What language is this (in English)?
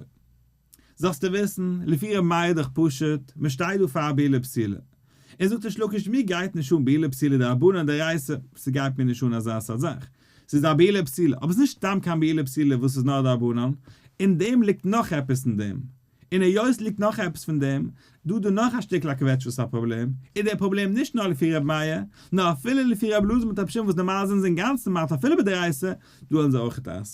Yiddish